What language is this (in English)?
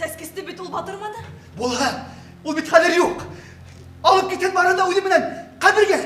Bashkir